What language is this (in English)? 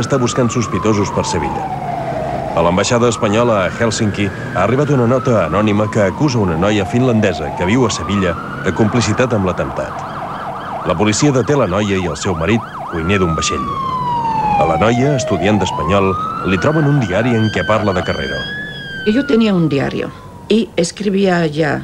Catalan